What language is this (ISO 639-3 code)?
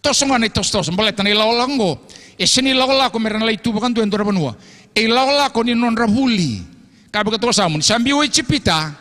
fij